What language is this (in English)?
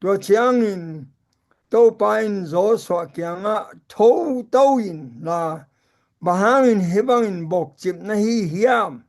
Tedim Chin